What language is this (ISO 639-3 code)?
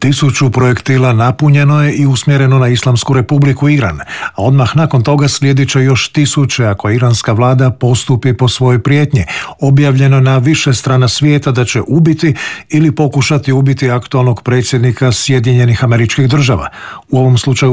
hrv